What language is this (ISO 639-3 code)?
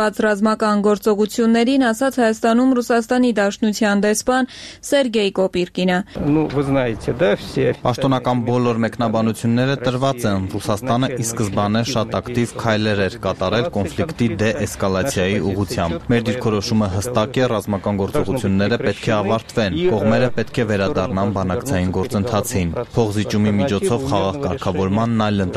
hye